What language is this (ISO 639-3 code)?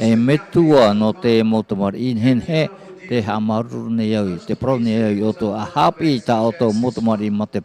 tah